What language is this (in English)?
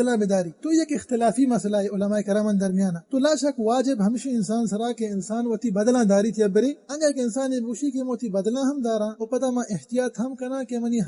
Baluchi